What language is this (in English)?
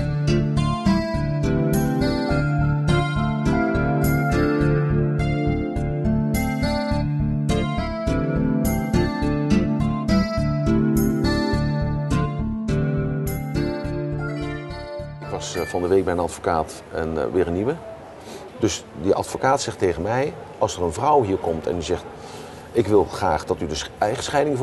Dutch